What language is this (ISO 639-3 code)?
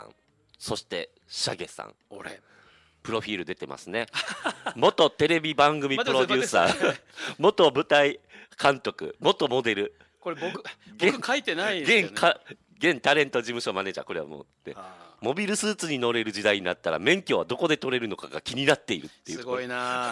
jpn